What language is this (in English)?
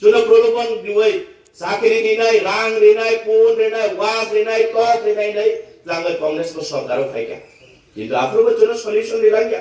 Kok Borok